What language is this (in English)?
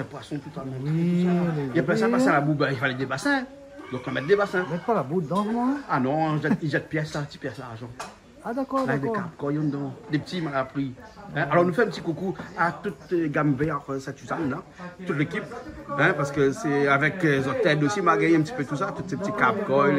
Réunion Creole French